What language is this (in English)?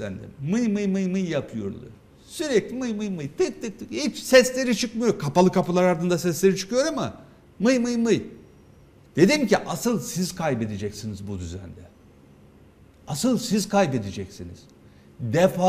Turkish